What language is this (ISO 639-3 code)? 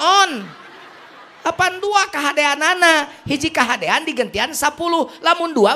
sun